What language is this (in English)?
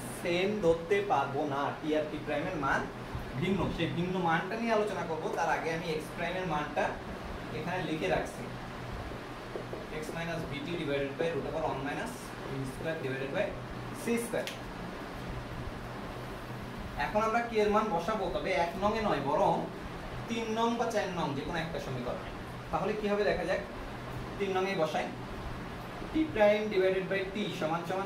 Bangla